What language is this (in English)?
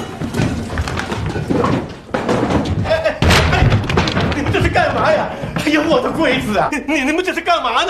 Chinese